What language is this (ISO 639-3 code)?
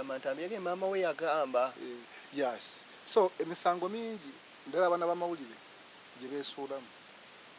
lug